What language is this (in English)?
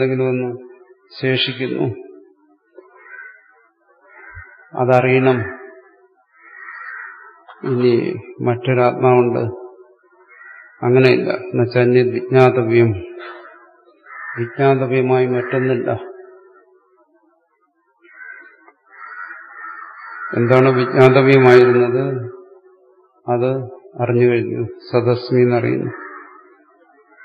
Malayalam